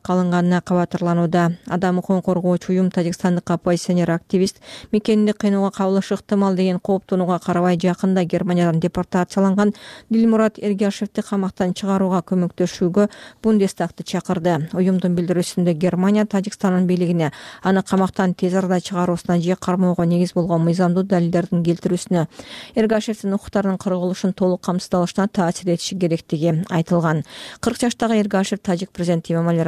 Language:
Kyrgyz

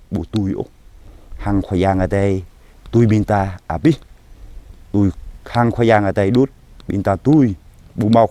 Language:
Jarai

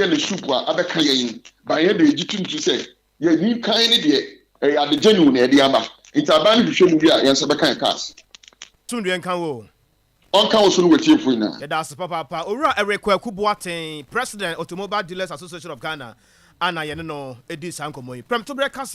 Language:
Akan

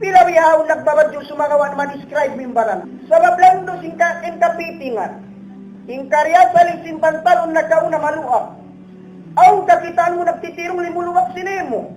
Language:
Tausug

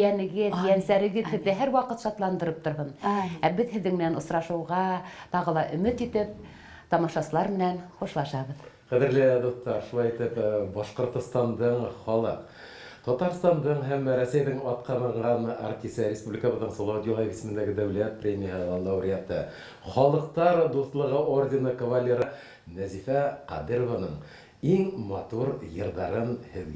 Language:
Bashkir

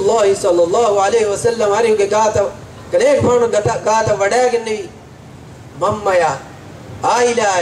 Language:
Divehi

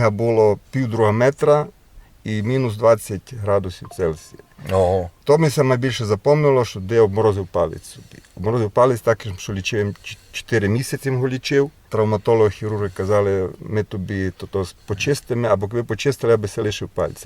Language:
Rusyn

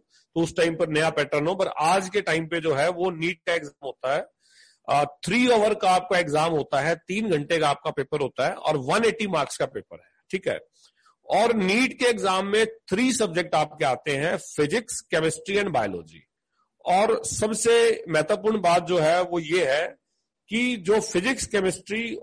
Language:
Hindi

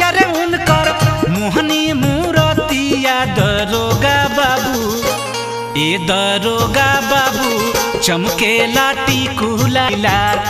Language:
Bhojpuri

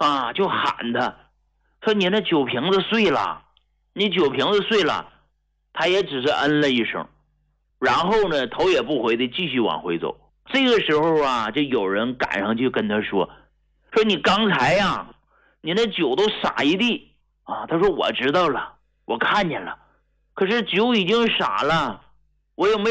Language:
Chinese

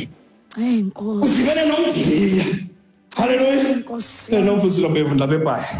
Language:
Xhosa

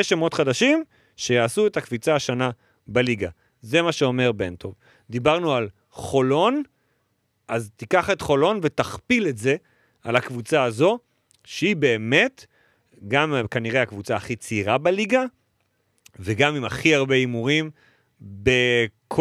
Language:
Hebrew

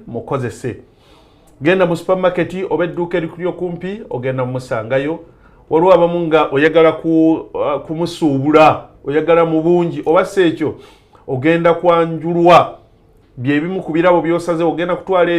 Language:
Ganda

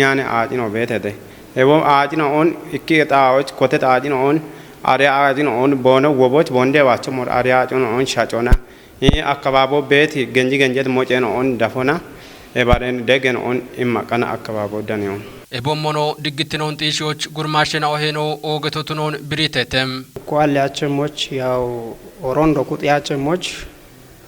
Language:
Kafa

